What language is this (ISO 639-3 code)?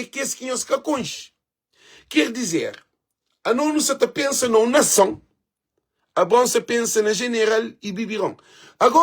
kea